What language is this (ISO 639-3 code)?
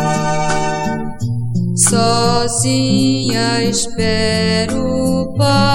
por